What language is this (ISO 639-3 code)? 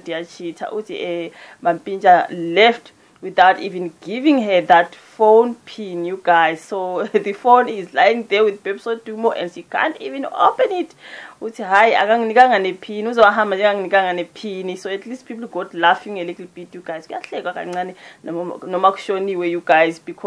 zul